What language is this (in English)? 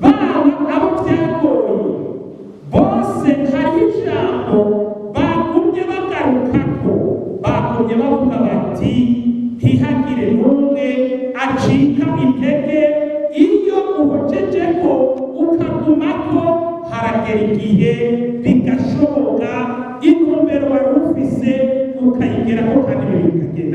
Rundi